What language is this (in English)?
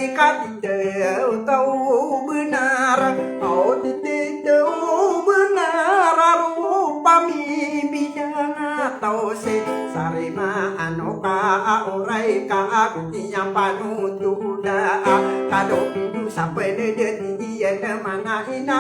Maranao